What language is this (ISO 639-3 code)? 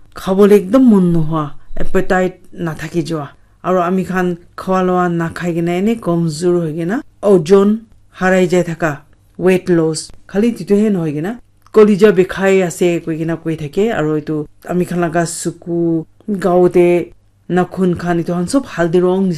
nag